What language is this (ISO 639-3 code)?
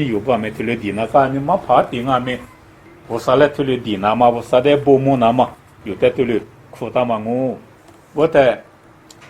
lis